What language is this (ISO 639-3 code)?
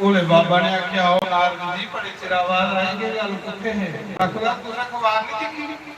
doi